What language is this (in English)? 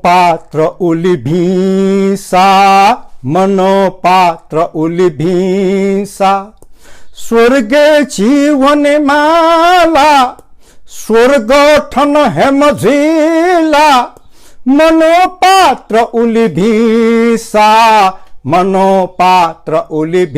Newari